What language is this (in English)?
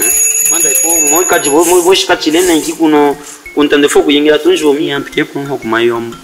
Luba-Katanga